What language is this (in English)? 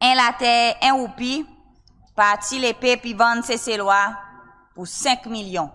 Seselwa Creole French